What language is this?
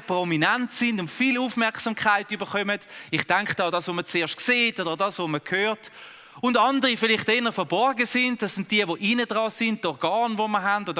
Swiss German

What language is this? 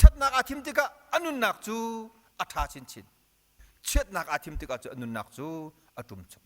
Hakha Chin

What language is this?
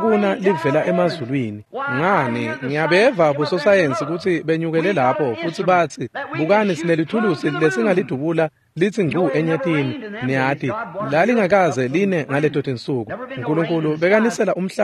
Swati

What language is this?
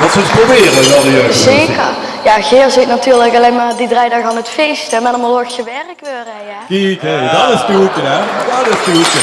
Limburgish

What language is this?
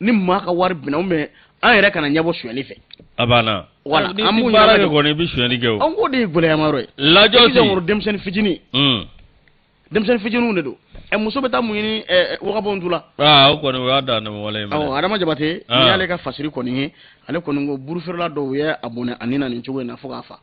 Bambara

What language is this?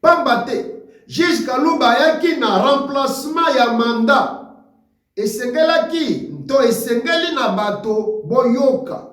Lingala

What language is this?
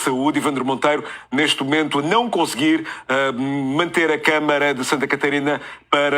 Kabuverdianu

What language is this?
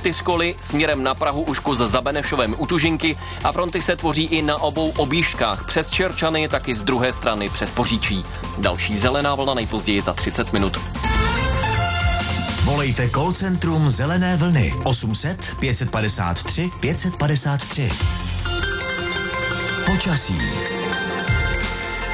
Czech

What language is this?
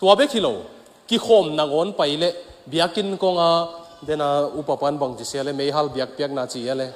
Tedim Chin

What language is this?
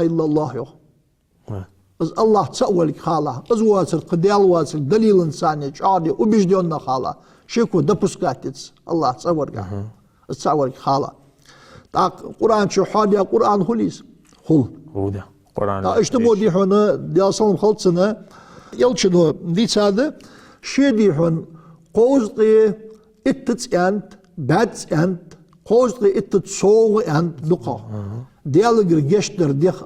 Ingush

